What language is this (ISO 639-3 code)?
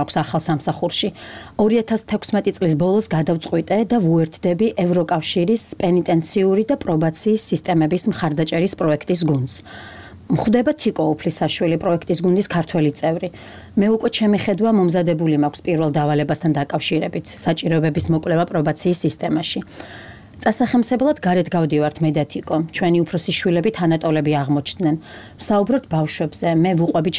kat